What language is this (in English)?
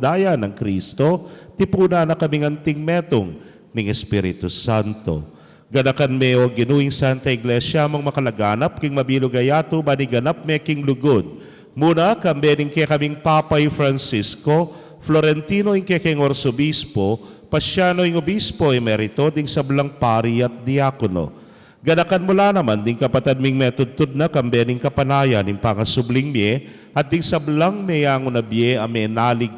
Pampanga